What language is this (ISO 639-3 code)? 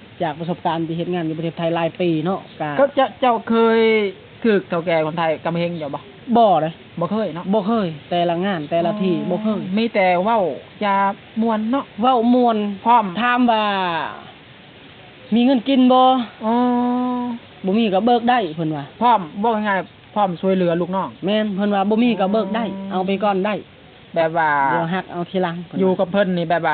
lao